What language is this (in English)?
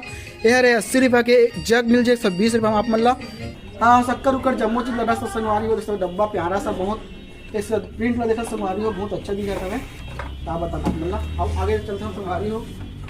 Chhattisgarhi